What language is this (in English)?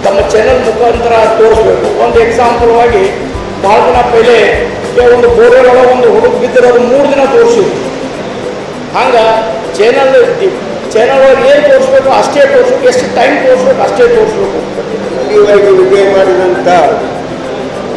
Kannada